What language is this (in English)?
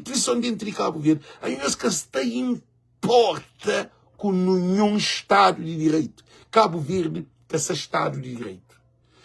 Kabuverdianu